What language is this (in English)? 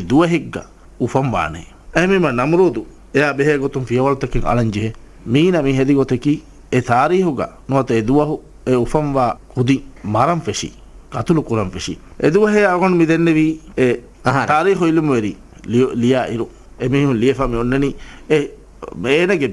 Divehi